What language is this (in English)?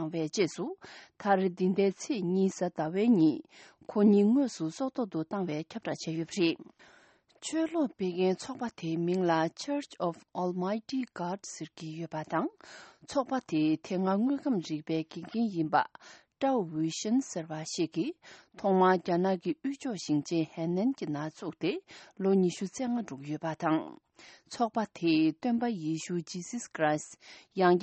Tibetan